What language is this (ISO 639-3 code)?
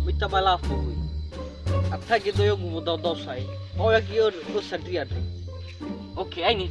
nia